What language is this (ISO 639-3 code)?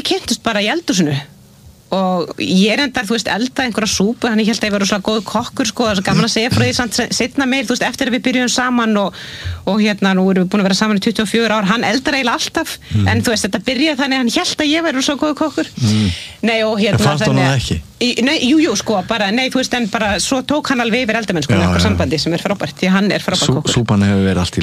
isl